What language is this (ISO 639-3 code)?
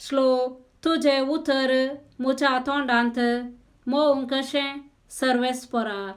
kok